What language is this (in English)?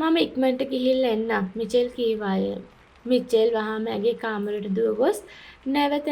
Sinhala